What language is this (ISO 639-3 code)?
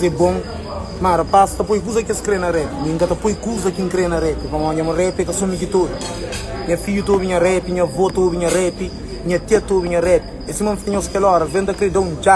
kea